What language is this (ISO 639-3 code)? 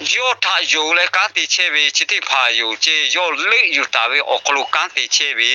lhu